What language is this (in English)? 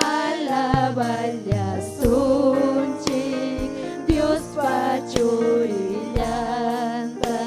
Ayacucho Quechua